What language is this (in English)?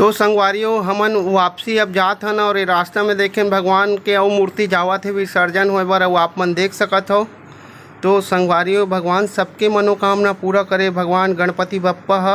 Chhattisgarhi